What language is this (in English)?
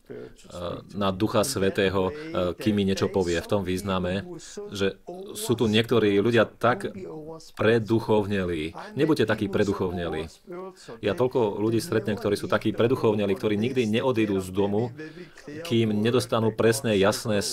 Slovak